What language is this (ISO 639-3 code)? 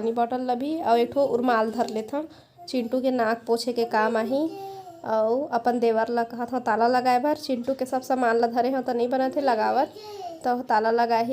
hne